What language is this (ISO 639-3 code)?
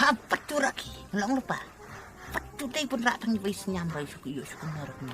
kha